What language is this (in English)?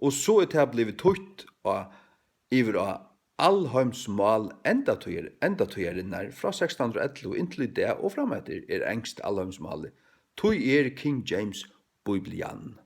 Faroese